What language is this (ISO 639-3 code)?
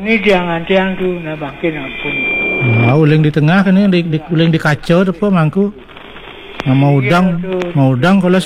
ban